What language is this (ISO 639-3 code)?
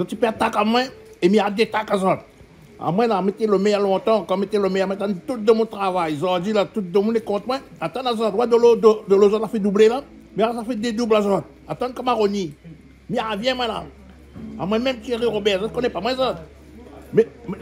rcf